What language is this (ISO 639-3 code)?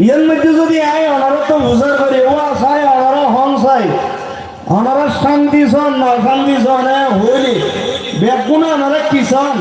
rhg